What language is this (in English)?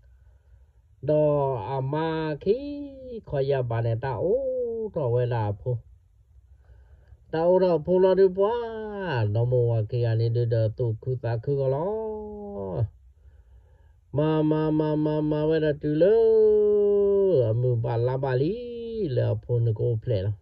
S'gaw Karen